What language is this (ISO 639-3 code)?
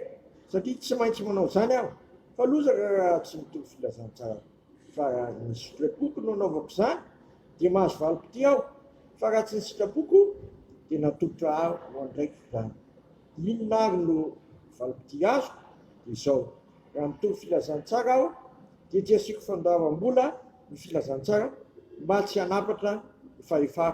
mlg